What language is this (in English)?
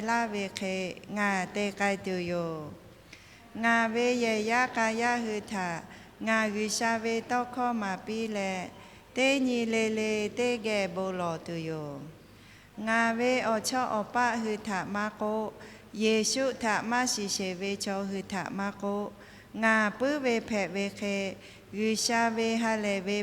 Lahu